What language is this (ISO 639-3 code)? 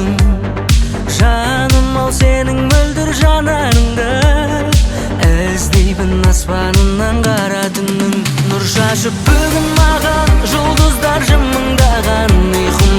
kaz